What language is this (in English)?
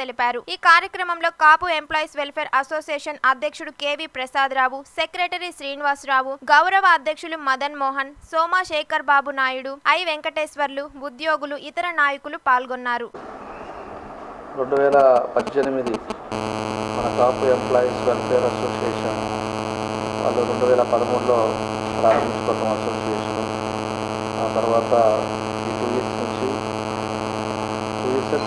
Telugu